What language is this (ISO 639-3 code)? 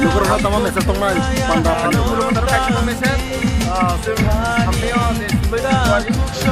trp